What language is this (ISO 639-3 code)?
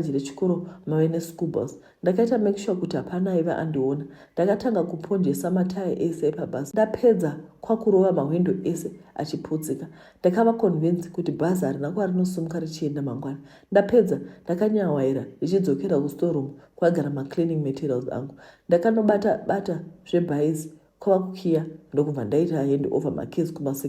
sna